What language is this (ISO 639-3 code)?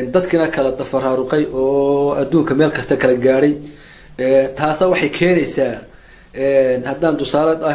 som